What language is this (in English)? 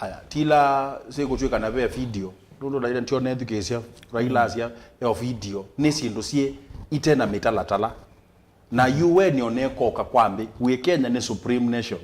Kamba